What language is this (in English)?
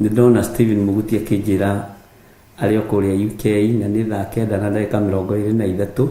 Kikuyu